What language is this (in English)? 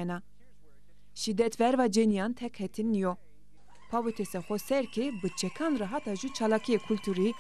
Zaza